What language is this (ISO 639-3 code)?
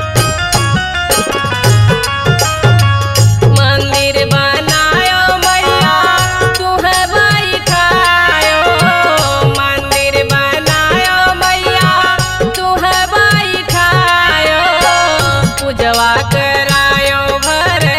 bho